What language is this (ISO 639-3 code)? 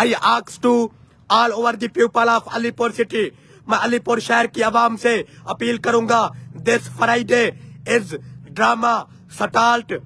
skr